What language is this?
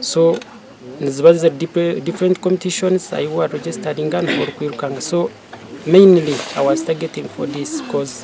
Nyankole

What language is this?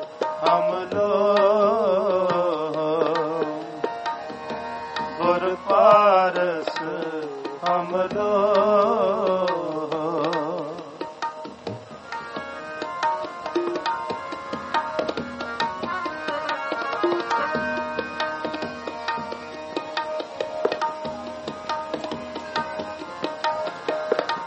Punjabi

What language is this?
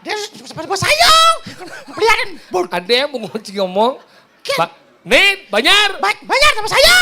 Balinese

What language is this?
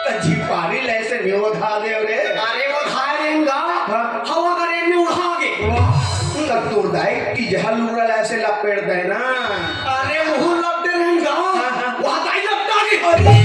Chhattisgarhi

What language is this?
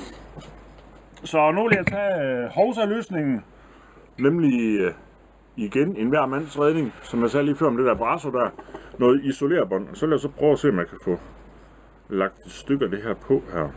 Danish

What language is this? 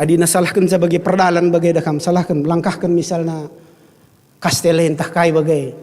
Batak Karo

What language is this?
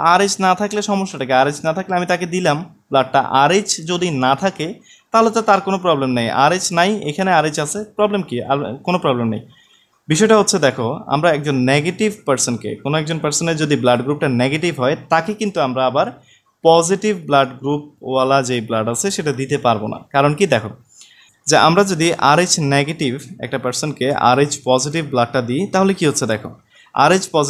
Bangla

